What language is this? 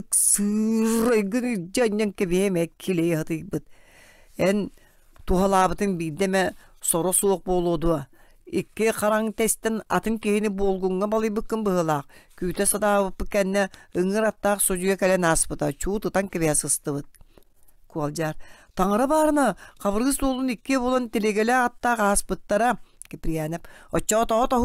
Yakut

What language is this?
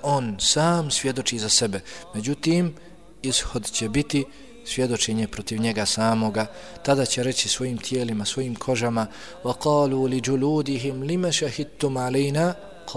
Bosnian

